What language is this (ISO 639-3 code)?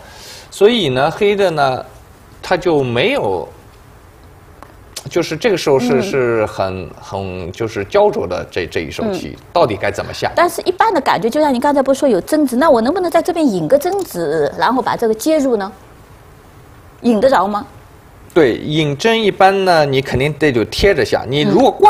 zho